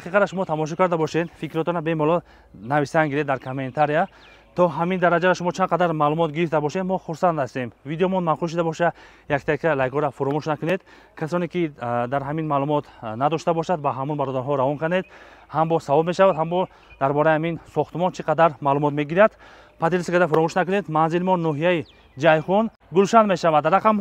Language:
Tajik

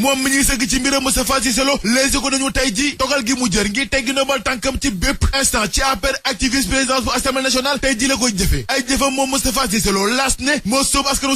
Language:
Wolof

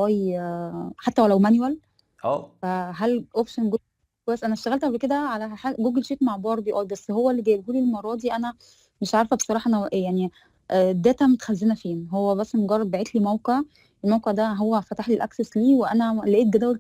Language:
Egyptian Arabic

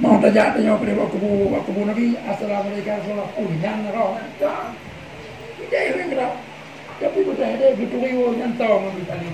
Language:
Achinese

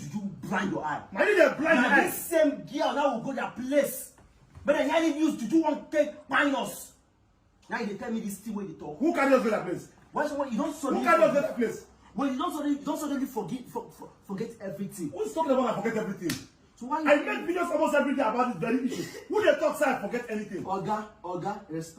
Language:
Nigerian Pidgin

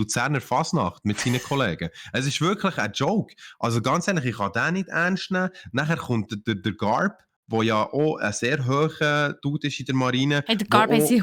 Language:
Swiss German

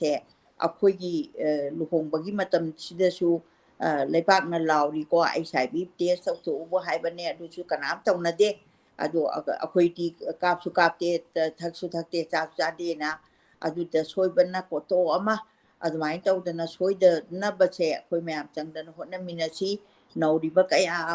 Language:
Manipuri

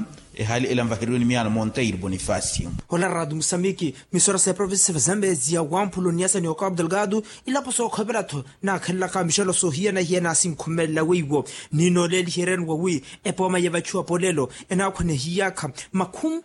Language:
Makhuwa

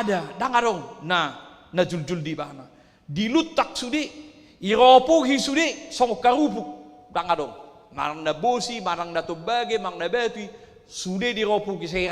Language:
Batak Toba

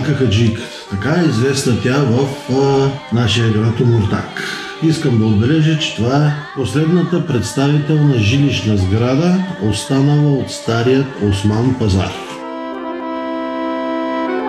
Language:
Bulgarian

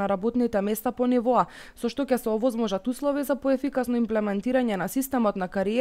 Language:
Macedonian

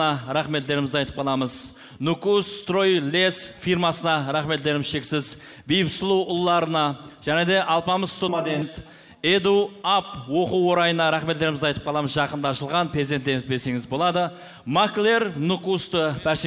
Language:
Kara-Kalpak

